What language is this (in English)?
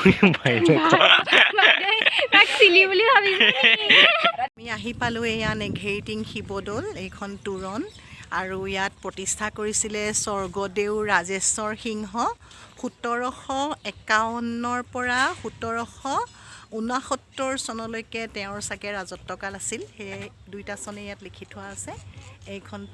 Assamese